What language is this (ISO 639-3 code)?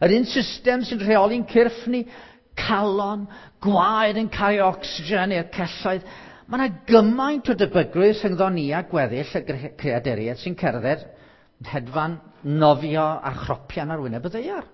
cym